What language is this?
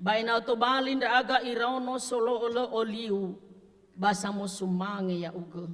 Nias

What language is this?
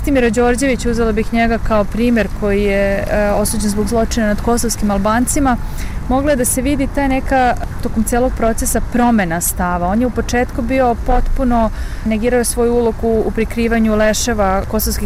Bosnian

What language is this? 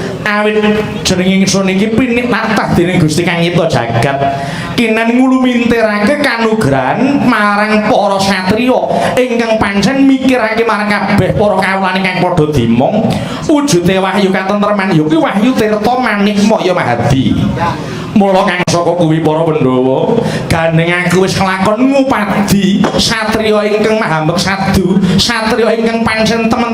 Javanese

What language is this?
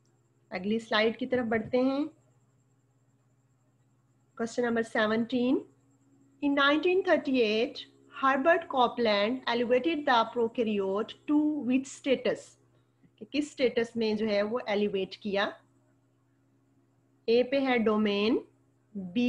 Hindi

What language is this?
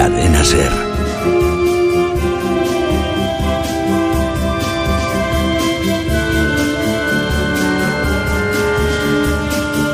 Spanish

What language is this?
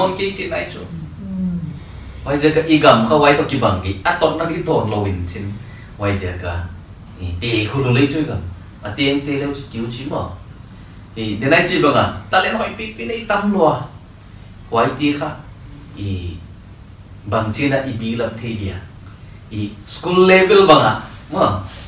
Paite Chin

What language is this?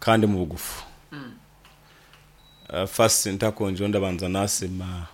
Nyankole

